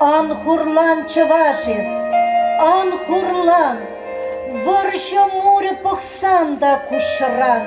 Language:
Chuvash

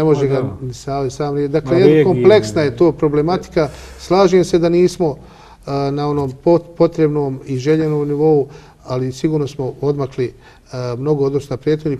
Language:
Bosnian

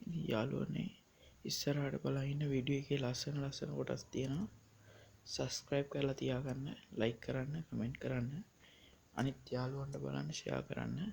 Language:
Sinhala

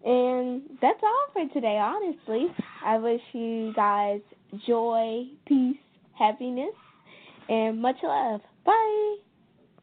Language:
English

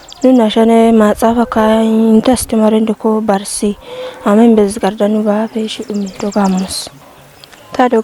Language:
Kafa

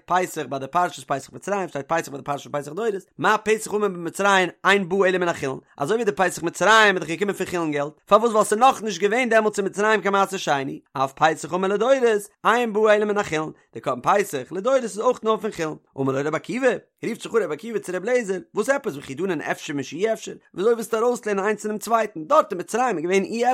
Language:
Yiddish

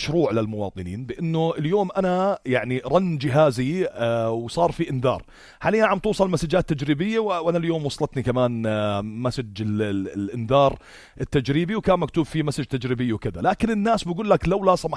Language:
North Levantine Arabic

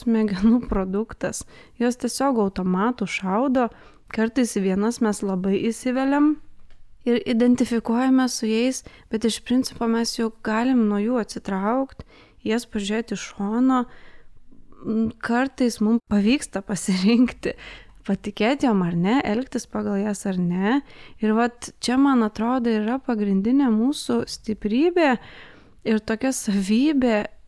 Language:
Lithuanian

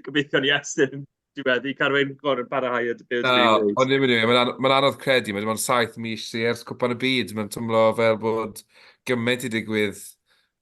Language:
Welsh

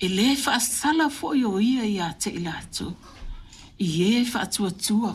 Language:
Samoan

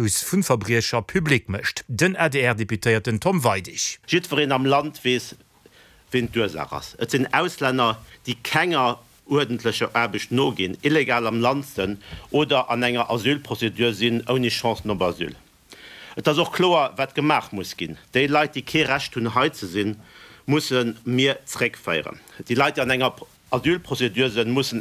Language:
Luxembourgish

